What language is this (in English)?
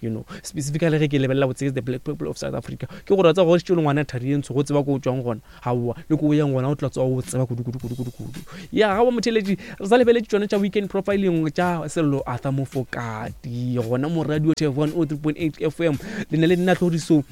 Northern Sotho